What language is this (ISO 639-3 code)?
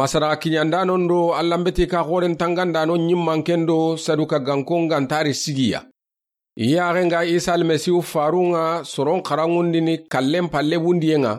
snk